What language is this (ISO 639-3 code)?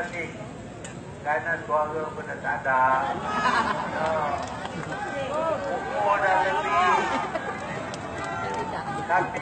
msa